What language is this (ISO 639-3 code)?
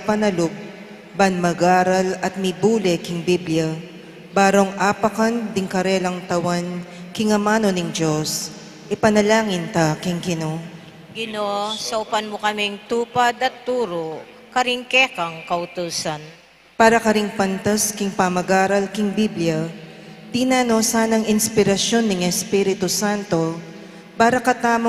pam